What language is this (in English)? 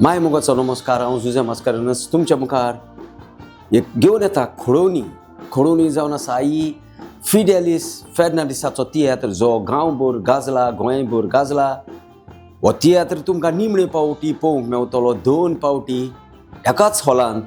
Konkani